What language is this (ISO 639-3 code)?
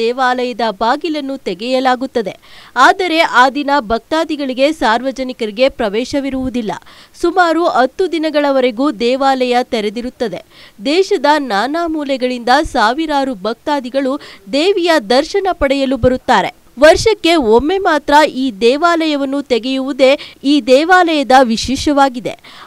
kan